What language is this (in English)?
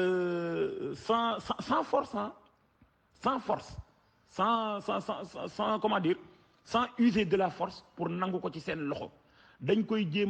Wolof